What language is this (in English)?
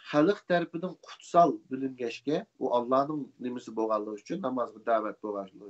Uyghur